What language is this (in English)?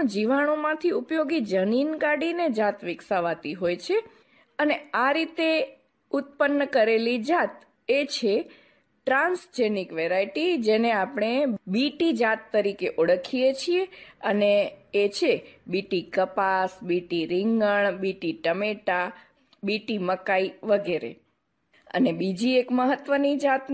Gujarati